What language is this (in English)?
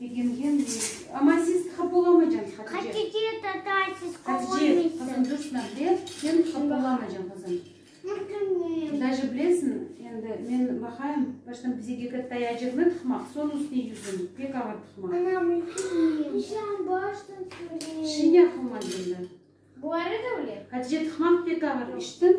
Crimean Tatar